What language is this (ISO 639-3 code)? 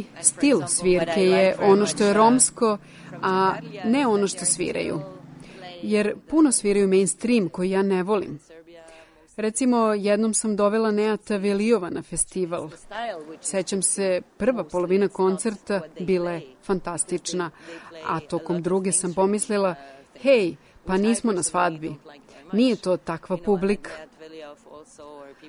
srp